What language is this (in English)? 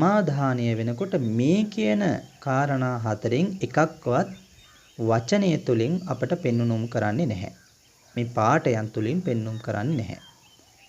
Sinhala